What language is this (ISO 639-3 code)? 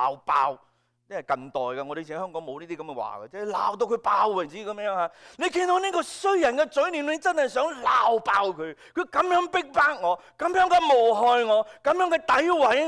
yue